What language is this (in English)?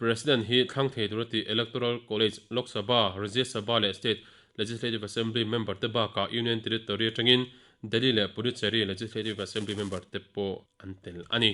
Mizo